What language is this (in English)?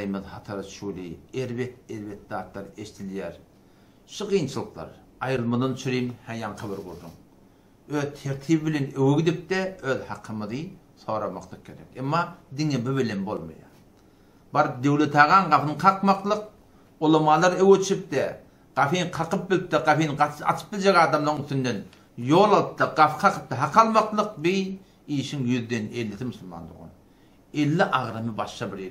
Turkmen